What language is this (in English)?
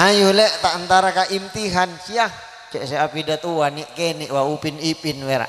Madurese